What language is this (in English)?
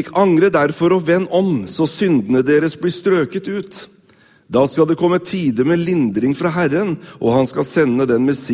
Norwegian